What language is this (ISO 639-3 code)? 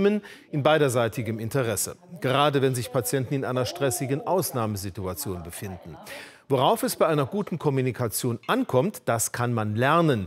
deu